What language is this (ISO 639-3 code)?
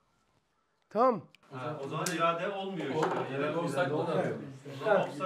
tur